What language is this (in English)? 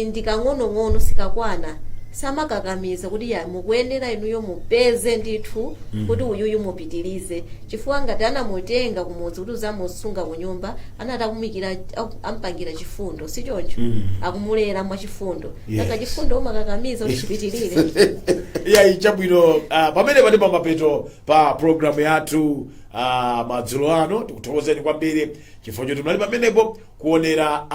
Nyanja